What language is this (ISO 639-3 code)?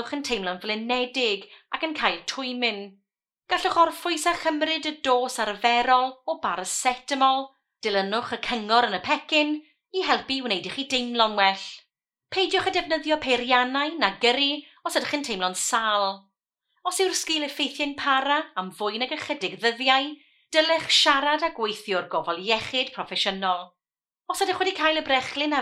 cym